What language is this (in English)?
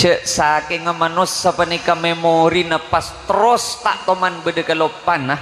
Madurese